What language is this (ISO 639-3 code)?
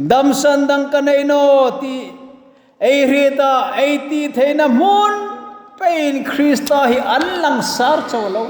hmr